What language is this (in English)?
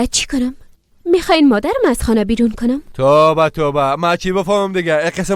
Persian